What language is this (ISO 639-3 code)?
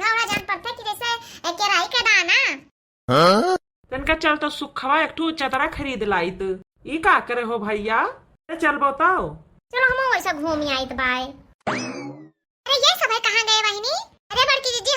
awa